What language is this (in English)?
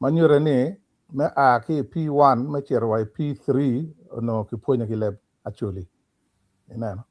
Acoli